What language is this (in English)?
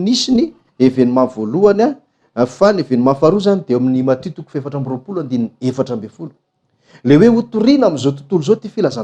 Malagasy